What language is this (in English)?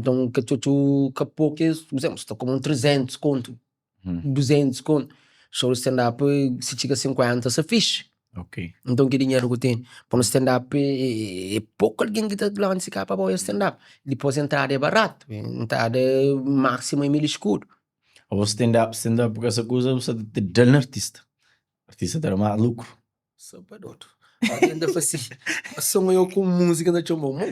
Kabuverdianu